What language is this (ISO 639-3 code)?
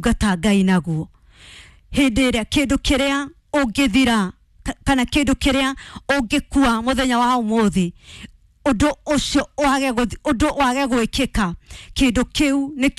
kik